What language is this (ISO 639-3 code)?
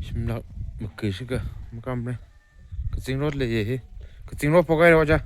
nmf